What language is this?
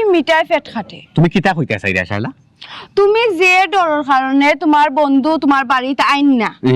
Sylheti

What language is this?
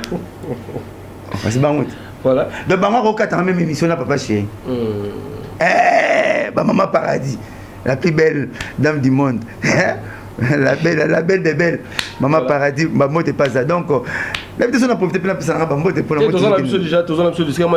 Lingala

